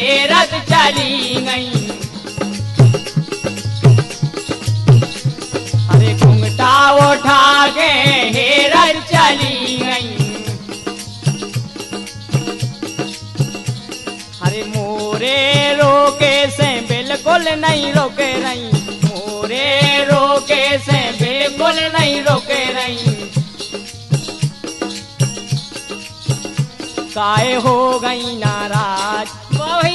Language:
Bundeli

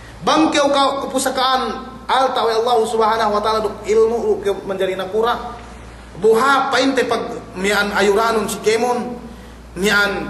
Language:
Yakan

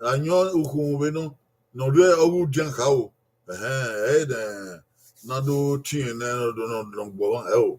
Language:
Bini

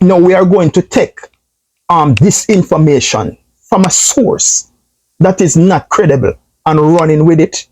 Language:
Jamaican Creole English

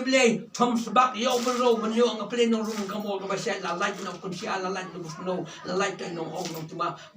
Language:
Khasi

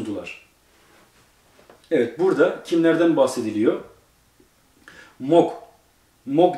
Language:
Turkish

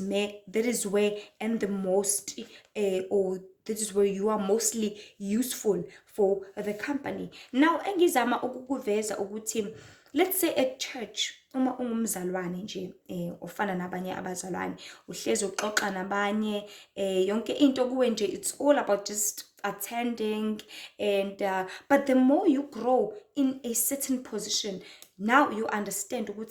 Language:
Zulu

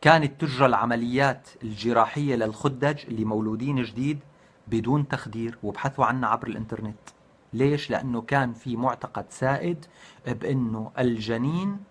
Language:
North Levantine Arabic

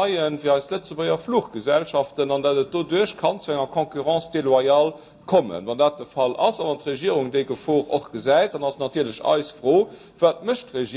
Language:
Luxembourgish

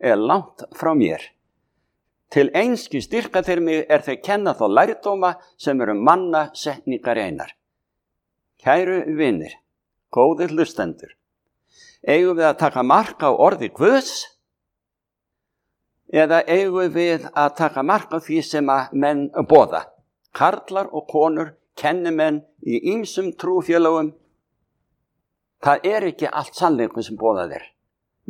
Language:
Icelandic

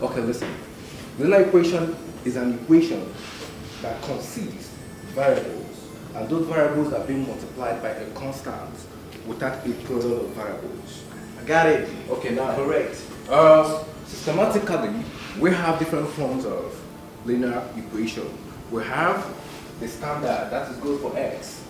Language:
Nigerian Pidgin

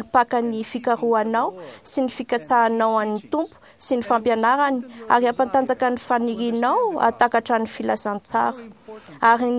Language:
Malagasy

